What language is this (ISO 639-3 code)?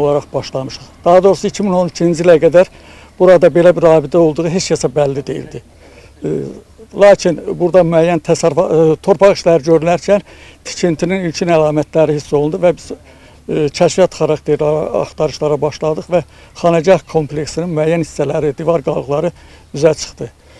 aze